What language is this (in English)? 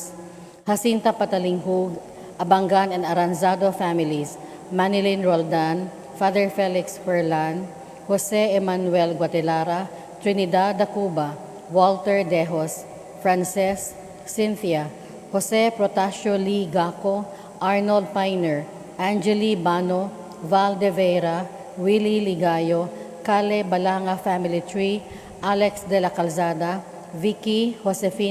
Cebuano